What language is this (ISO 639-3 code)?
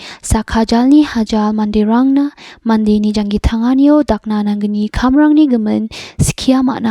grt